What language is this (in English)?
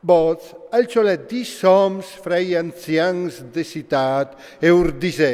Friulian